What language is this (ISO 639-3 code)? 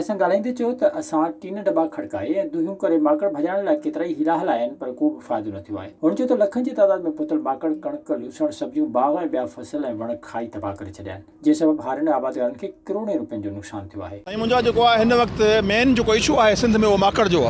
snd